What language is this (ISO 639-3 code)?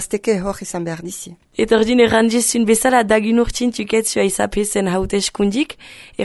eus